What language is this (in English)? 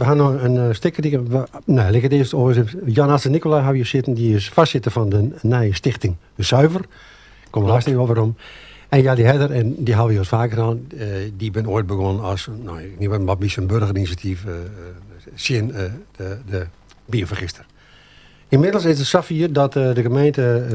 Western Frisian